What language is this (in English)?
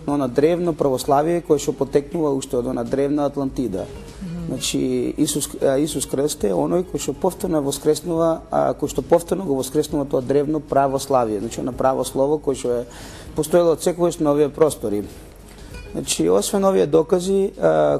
Macedonian